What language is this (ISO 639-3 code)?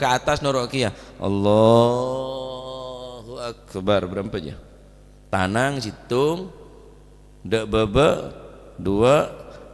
mad